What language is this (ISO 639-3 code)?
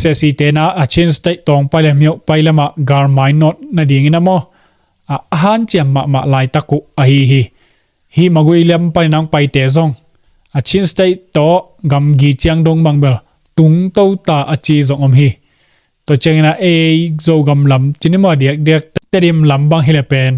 ctd